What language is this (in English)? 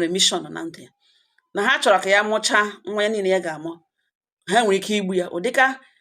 Igbo